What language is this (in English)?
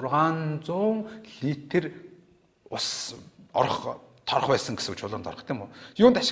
Mongolian